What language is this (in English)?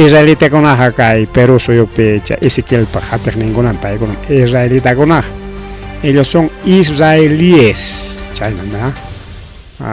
Ayacucho Quechua